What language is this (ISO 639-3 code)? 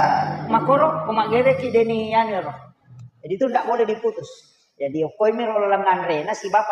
bug